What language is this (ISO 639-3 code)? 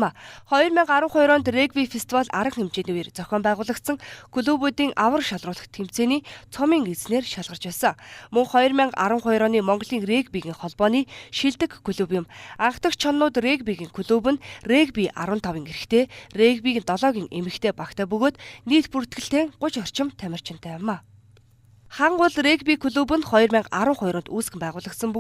mon